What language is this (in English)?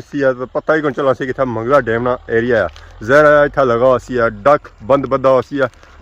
Pahari-Potwari